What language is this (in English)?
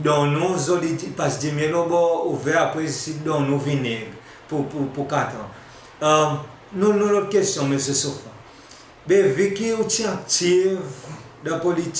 Seselwa Creole French